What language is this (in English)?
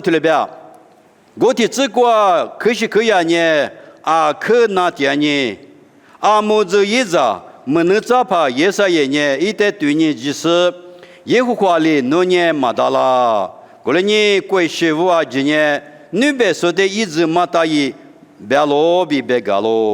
Lisu